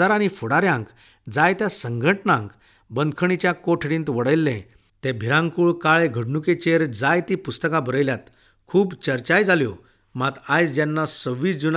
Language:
Konkani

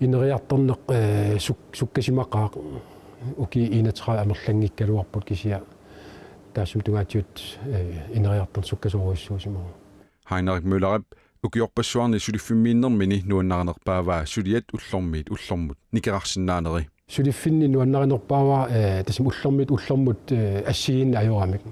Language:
Kalaallisut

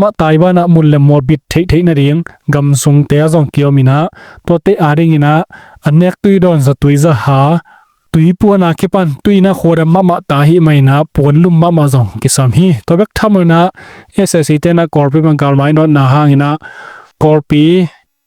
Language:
Tedim Chin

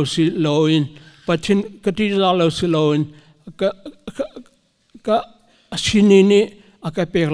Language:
Hakha Chin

